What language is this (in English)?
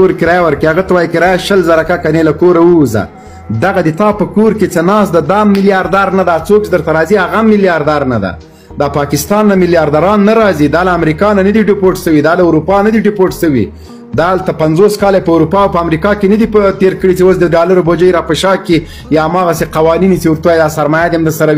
Pashto